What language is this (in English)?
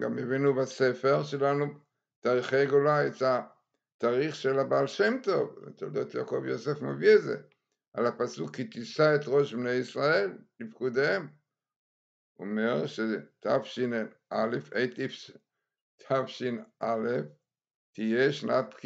Hebrew